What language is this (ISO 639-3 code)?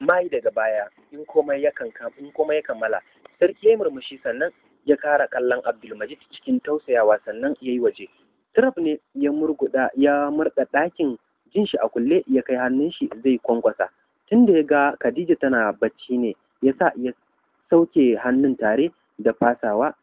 hau